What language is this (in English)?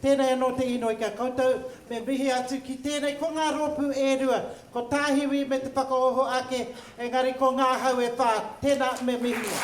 Māori